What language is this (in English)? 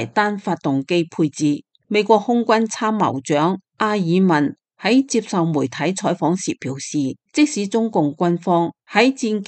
Cantonese